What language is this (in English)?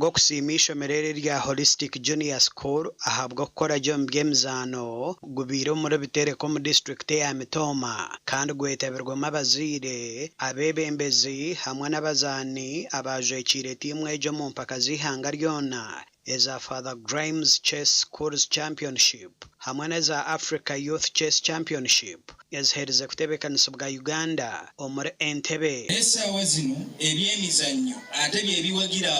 Nyankole